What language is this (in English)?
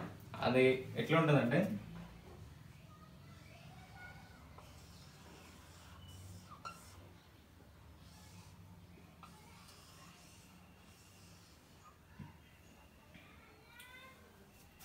Telugu